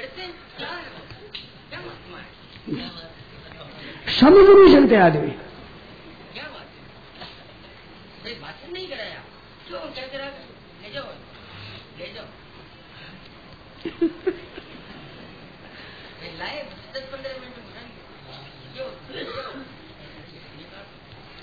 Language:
Hindi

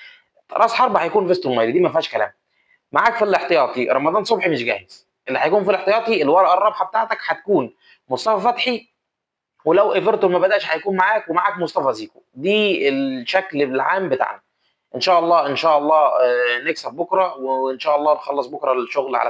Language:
Egyptian Arabic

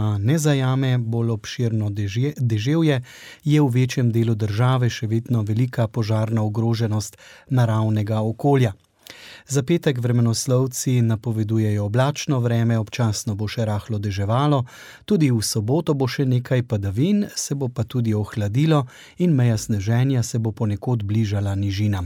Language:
Slovenian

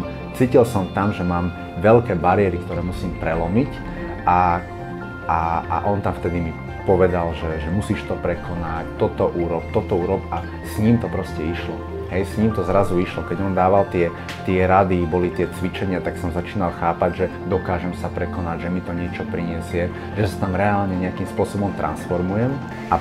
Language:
Slovak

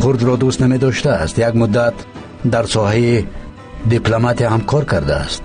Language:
Tajik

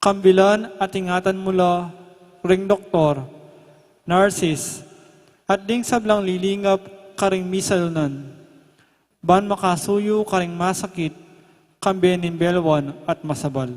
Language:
Pampanga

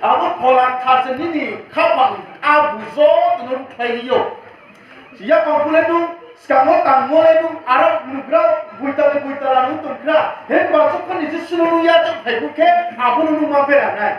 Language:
Riang (India)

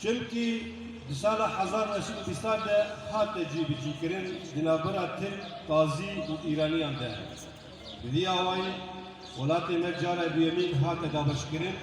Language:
Kurdish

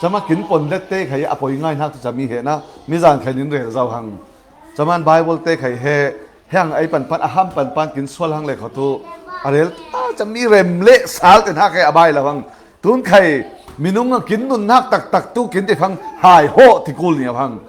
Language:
Falam Chin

